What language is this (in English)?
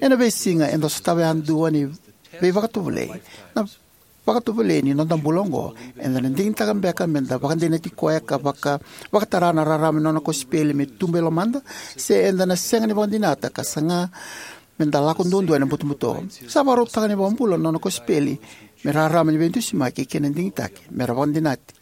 Fijian